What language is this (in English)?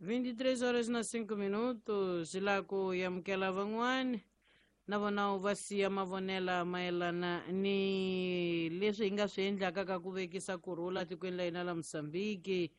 Tsonga